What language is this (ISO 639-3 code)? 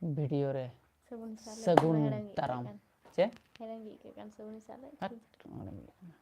sat